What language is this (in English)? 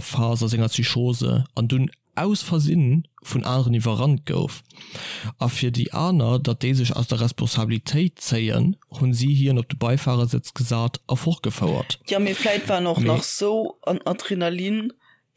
Luxembourgish